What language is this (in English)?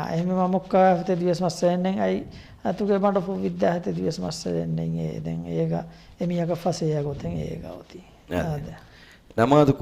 Divehi